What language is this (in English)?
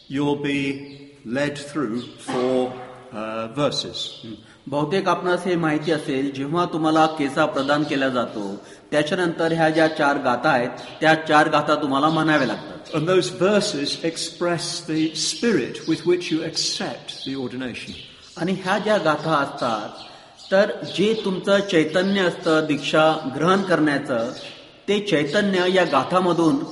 Marathi